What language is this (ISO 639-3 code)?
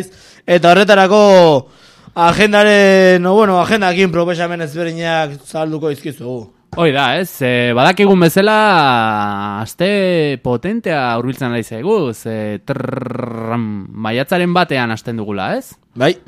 eus